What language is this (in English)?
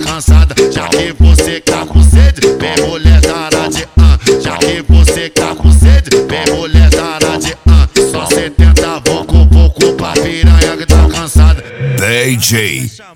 Portuguese